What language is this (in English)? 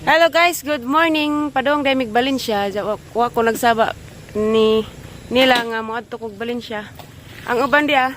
Cebuano